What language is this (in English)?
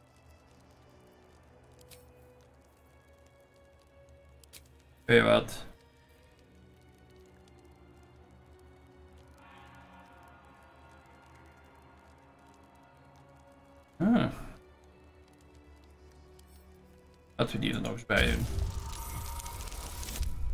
Dutch